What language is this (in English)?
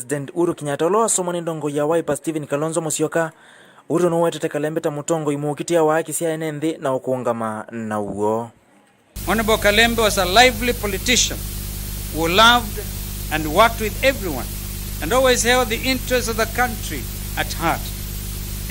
Kamba